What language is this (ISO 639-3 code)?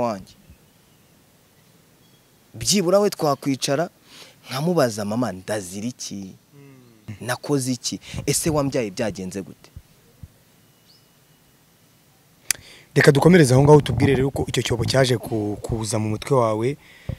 kin